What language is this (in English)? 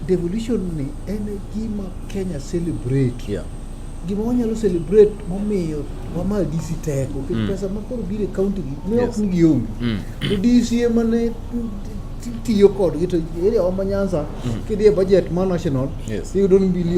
Luo (Kenya and Tanzania)